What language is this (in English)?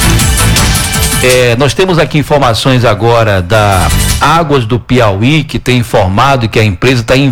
Portuguese